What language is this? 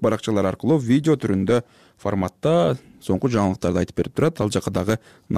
Kyrgyz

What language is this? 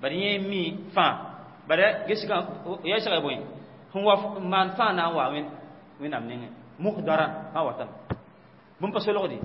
Mossi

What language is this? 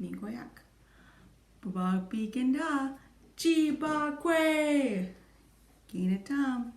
Chippewa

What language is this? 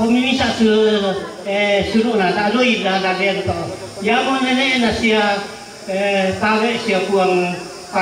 Toraja-Sa'dan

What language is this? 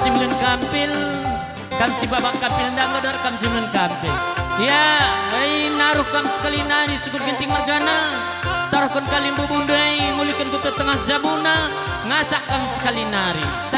Batak Karo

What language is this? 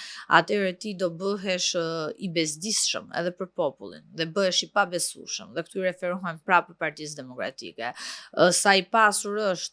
Albanian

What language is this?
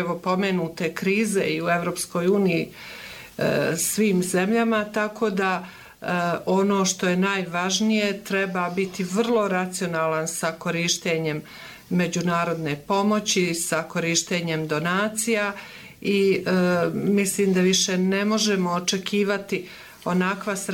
Bosnian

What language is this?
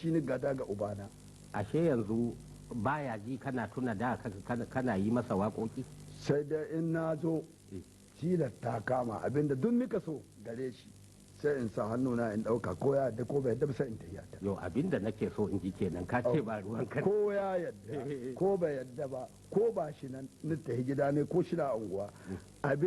Hausa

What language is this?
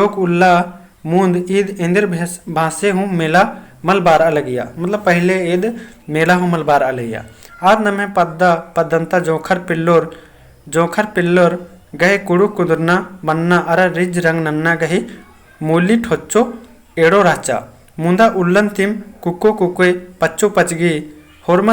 Kurukh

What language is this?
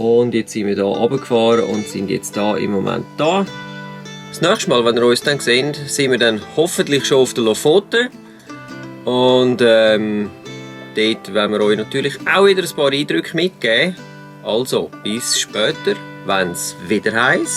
Swiss German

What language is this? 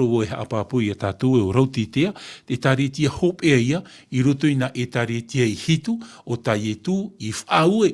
Tahitian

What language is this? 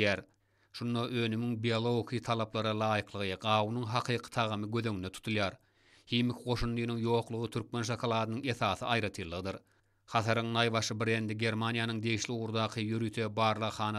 Turkmen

